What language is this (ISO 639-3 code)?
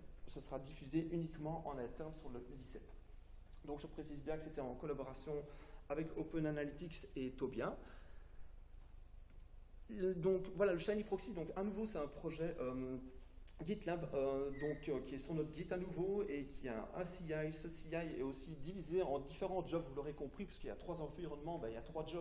fra